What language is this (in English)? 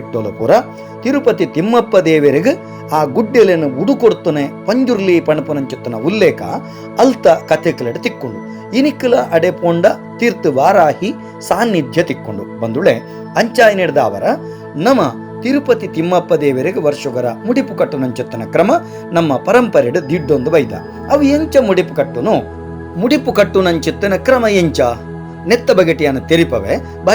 Tulu